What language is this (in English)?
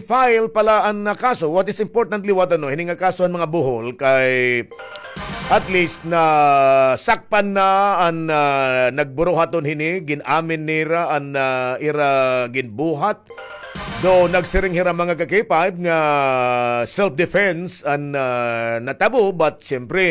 Waray